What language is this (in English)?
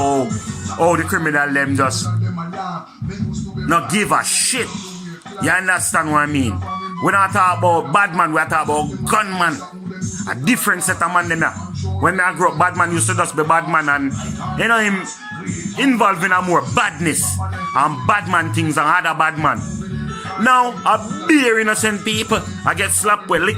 Jamaican Creole English